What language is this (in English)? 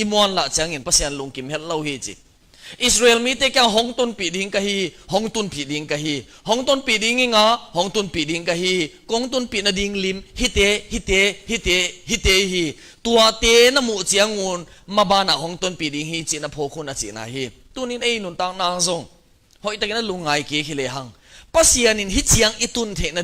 Tedim Chin